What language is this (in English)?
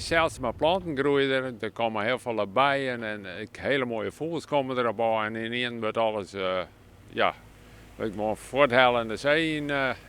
Western Frisian